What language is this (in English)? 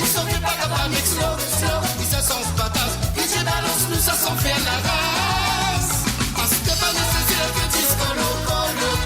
Morisyen